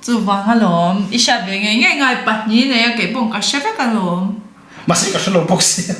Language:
Mizo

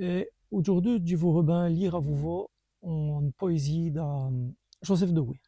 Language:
Walloon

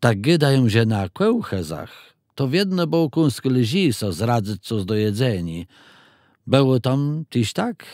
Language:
Kashubian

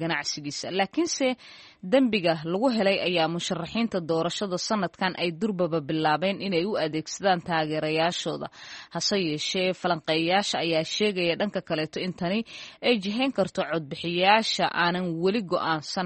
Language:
Somali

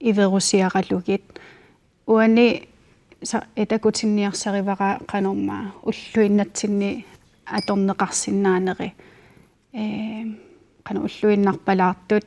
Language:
Kalaallisut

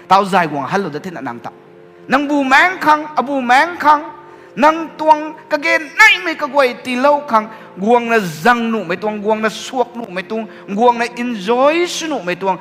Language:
Rongmei Naga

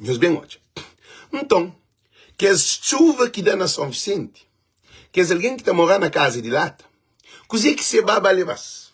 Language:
Kabuverdianu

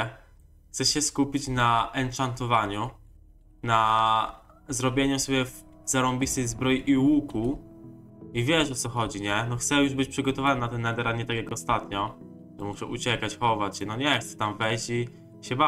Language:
Polish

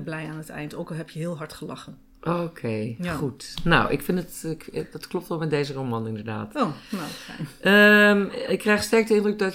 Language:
Dutch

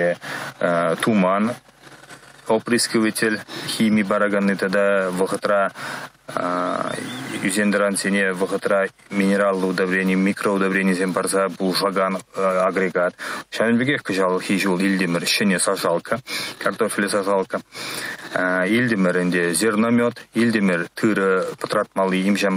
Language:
Chuvash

